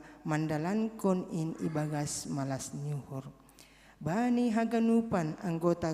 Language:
Batak Simalungun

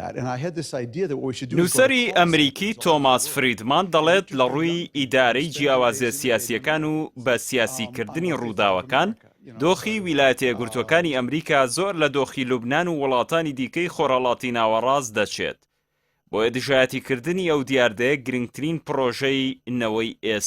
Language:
Central Kurdish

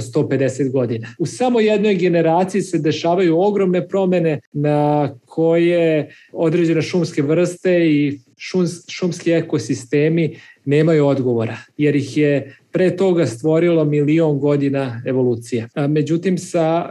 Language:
Serbian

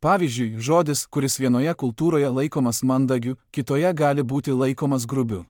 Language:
Lithuanian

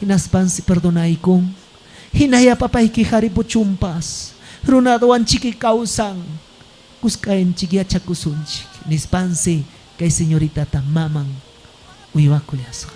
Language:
Ayacucho Quechua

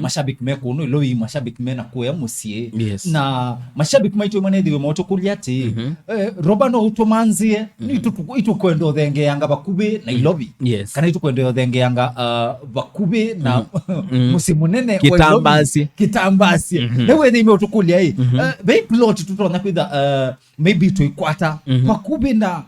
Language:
Kamba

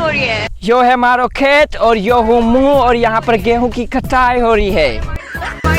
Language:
Rajasthani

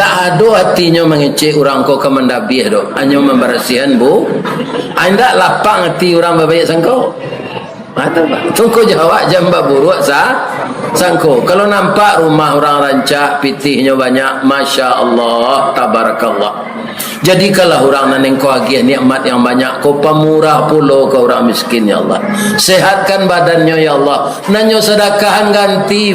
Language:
Minangkabau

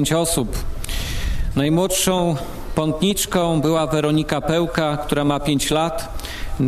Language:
Polish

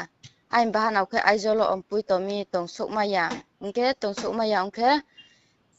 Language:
Riang (India)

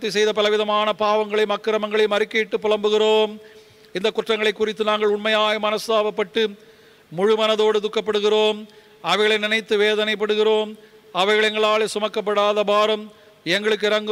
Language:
Tamil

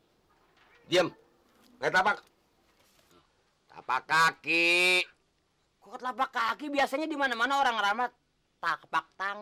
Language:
Indonesian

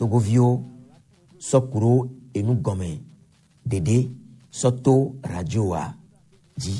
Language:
Gen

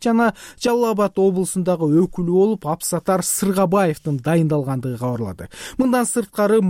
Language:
Kyrgyz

